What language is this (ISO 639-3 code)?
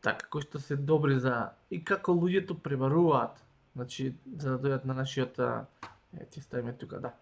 mkd